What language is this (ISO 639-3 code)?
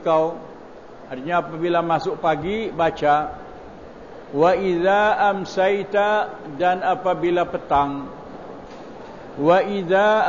msa